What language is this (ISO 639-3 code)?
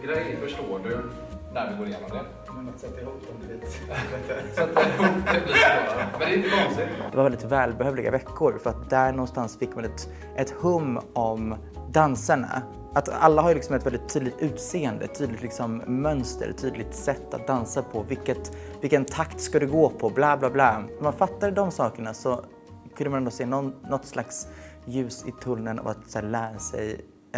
swe